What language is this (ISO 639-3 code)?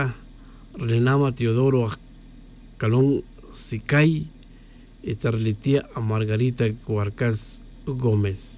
tzj